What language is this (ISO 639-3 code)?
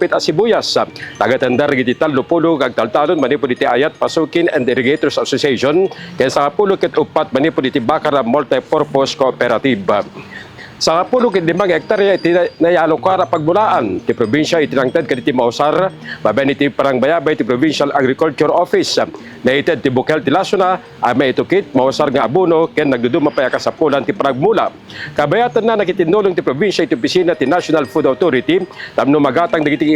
ilo